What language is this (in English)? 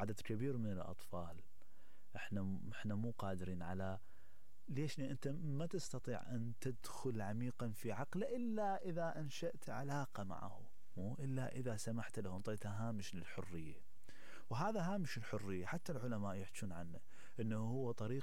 Mesopotamian Arabic